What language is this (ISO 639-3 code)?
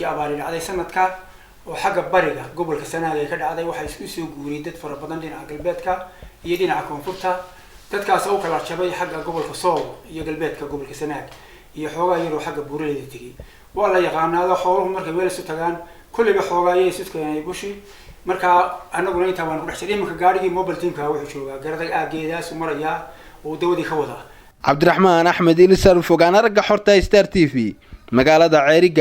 som